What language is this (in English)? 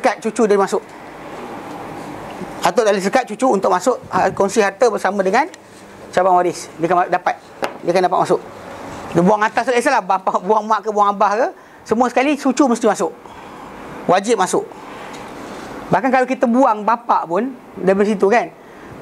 Malay